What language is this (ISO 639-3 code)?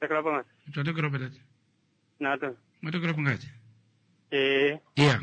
kua